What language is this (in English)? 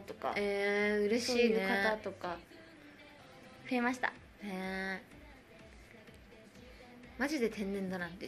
Japanese